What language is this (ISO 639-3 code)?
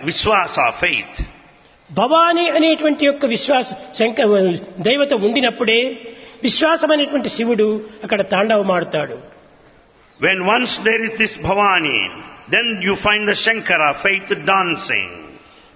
tel